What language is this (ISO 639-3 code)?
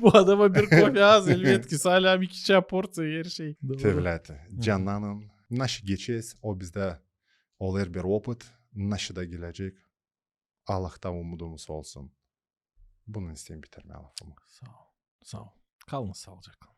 gag